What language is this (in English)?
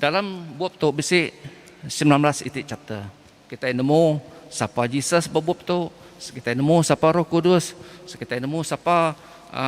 Iban